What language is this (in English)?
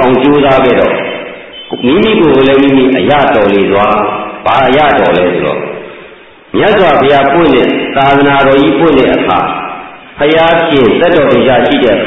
Burmese